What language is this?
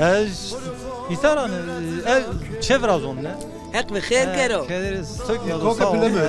Zaza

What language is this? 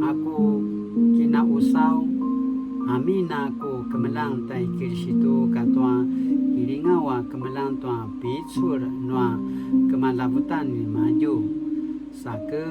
Paiwan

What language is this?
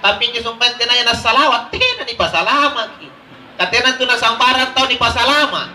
Makasar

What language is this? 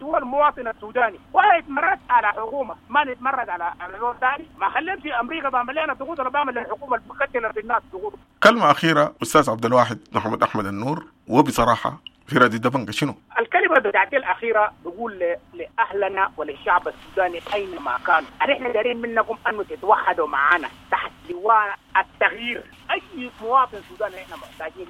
Sudanese Arabic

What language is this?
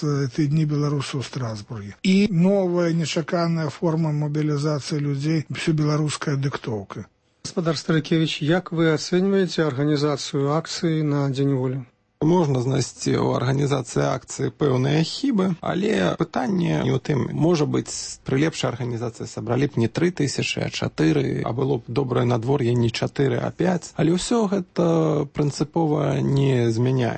Belarusian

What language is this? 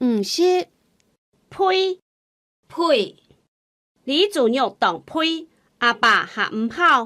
Hakka Chinese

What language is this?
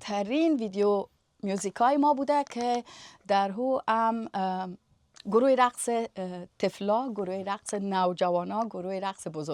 Persian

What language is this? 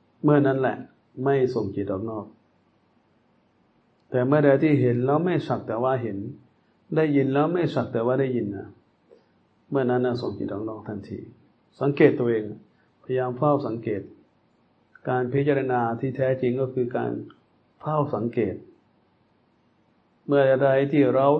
Thai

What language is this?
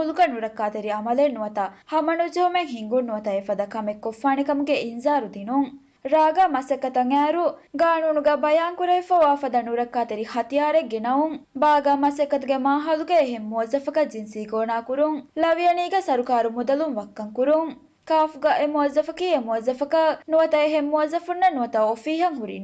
Divehi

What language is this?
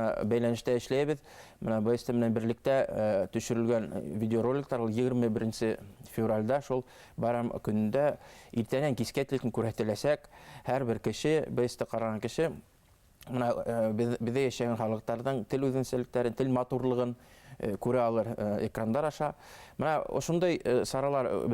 Bashkir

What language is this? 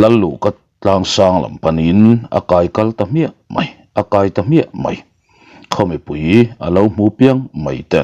Mizo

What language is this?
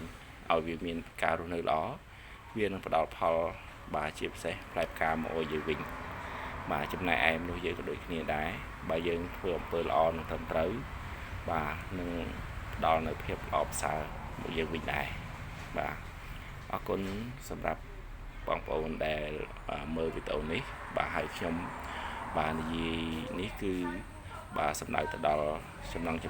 Khmer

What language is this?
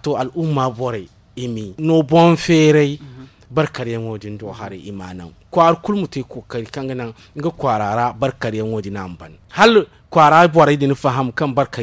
Zarma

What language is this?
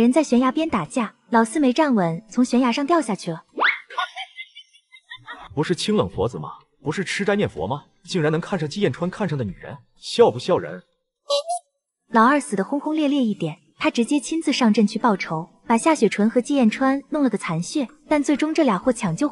Chinese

